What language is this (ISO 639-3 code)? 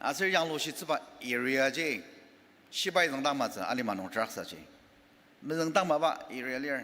njo